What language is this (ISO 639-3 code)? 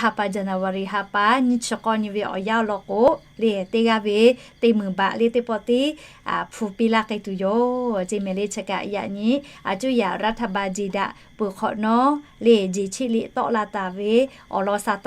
lhu